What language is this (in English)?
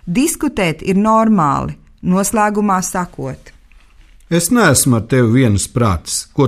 Latvian